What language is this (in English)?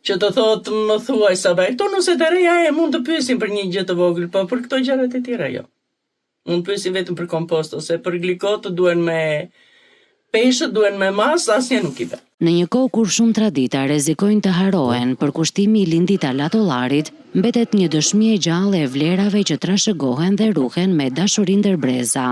Albanian